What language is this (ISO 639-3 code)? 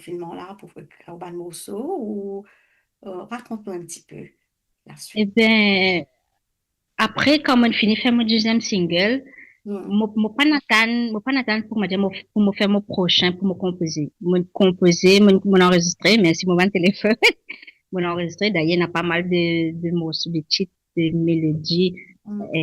mfe